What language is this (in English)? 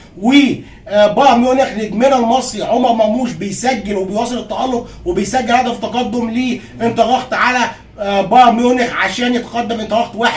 Egyptian Arabic